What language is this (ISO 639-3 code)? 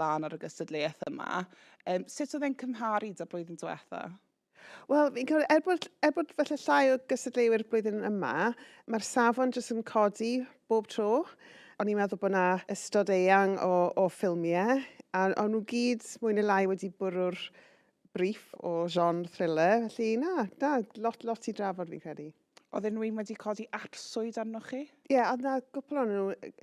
cym